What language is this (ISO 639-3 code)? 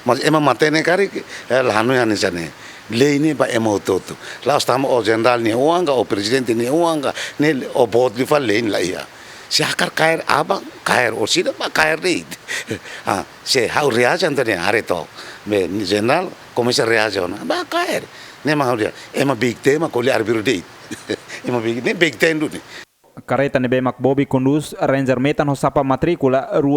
tet